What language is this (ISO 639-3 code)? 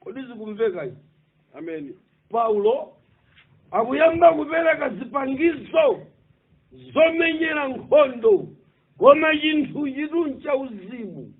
nya